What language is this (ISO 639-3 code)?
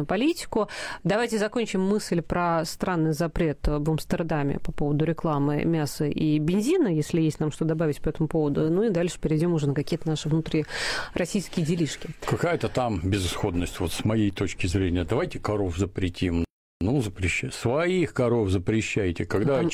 rus